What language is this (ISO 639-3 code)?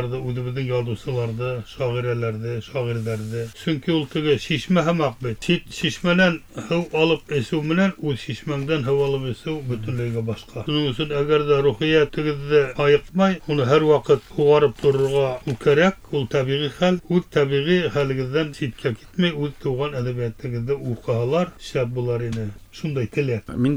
bak